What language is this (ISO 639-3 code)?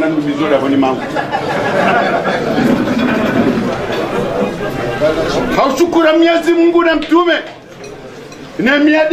swa